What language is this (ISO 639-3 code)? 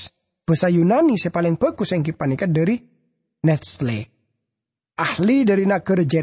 mad